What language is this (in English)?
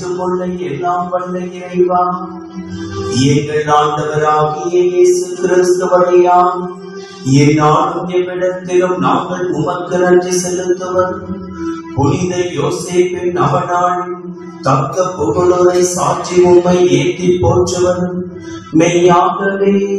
Tamil